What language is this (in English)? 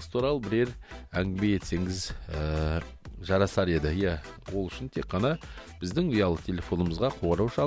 Kazakh